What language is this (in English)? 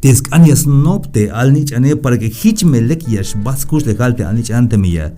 Tzeltal